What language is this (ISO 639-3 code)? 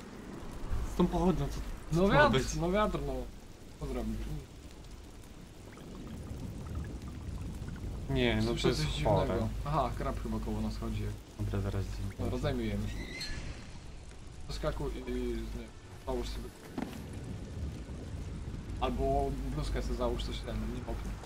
pol